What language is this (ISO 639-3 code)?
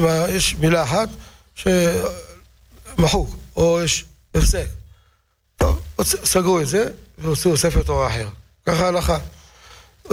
heb